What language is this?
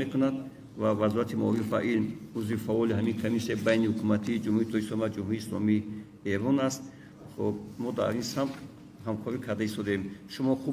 Tajik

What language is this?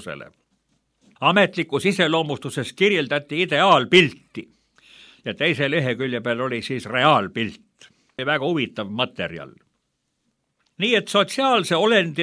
Estonian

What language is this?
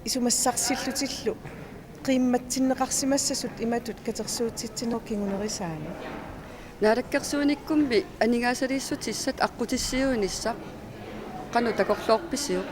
Kalaallisut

